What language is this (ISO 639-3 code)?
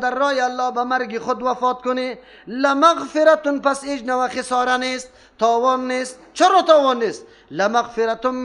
fas